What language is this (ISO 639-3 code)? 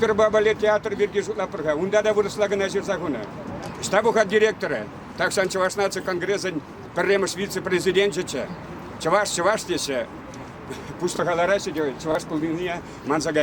chv